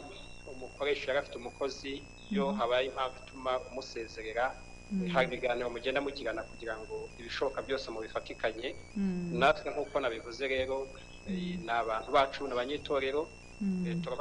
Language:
Kinyarwanda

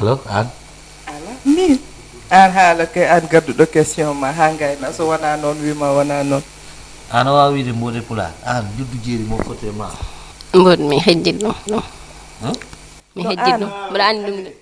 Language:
Fula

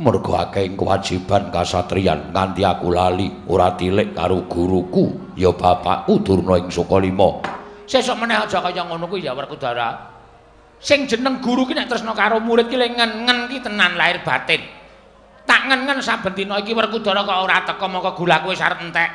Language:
Javanese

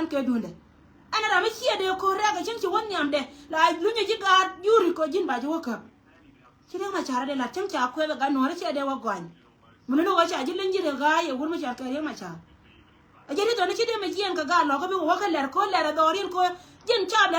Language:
Nuer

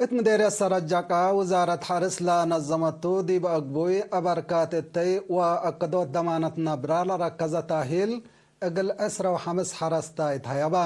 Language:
Tigre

